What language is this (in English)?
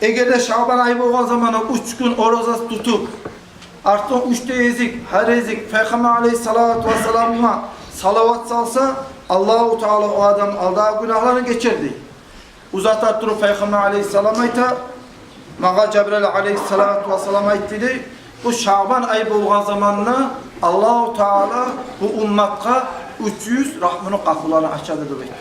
Kumyk